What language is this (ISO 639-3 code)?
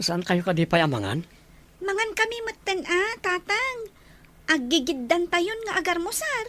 ilo